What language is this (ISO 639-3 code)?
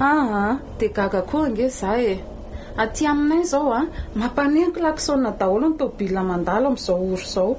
mlg